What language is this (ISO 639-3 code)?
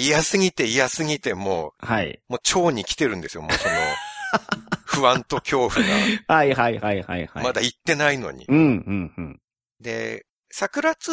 jpn